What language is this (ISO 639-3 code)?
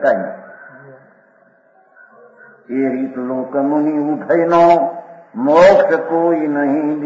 guj